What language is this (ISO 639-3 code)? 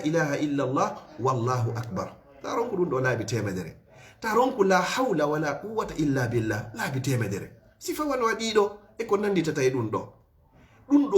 ful